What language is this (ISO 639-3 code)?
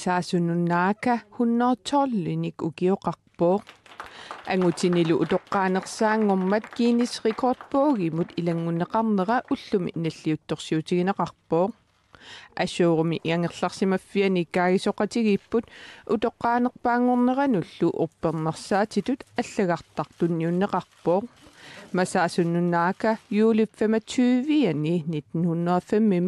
kal